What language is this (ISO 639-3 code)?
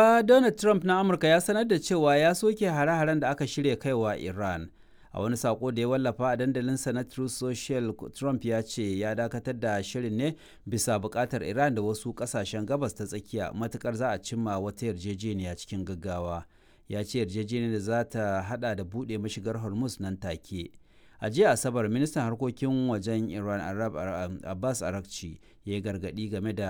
hau